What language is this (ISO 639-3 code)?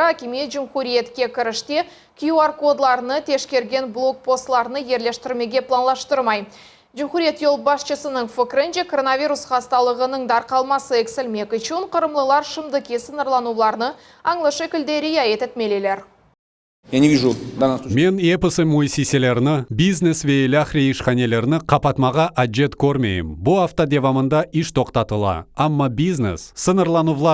crh